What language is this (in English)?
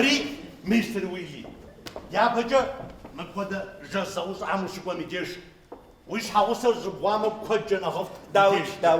Kabardian